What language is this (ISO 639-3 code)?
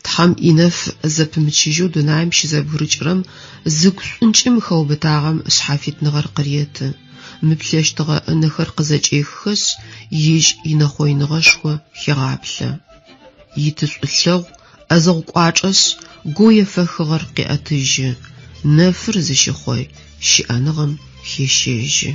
ady